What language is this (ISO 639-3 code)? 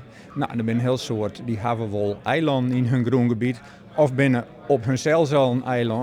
fry